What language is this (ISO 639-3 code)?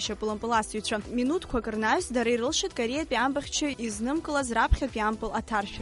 abk